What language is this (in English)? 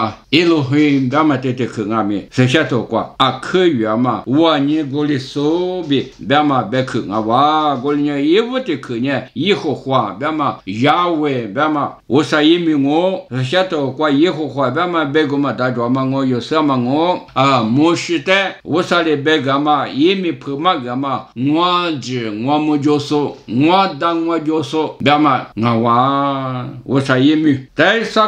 Lisu